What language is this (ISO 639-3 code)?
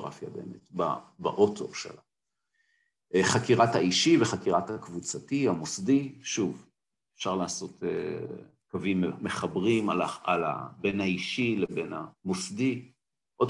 heb